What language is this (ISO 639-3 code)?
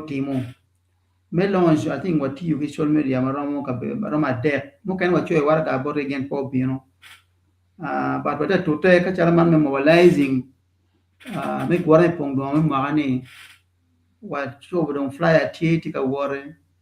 ach